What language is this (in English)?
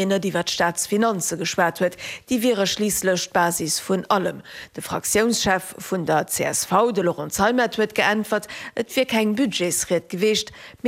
Luxembourgish